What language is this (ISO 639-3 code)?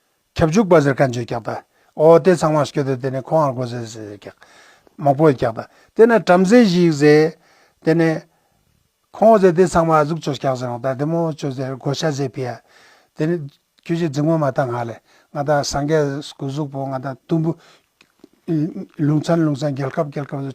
lbj